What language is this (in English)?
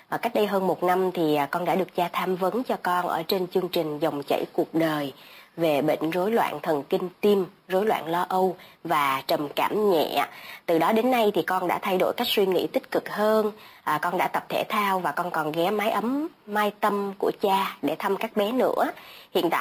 Vietnamese